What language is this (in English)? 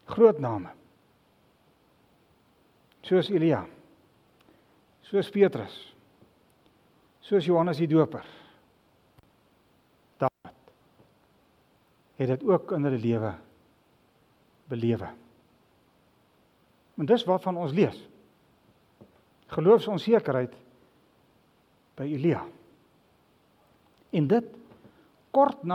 Afrikaans